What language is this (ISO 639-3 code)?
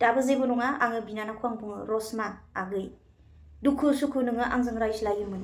brx